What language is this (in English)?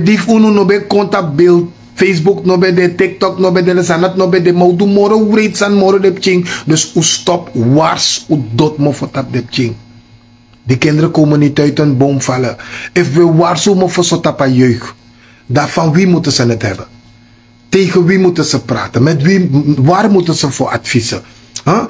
Sranan Tongo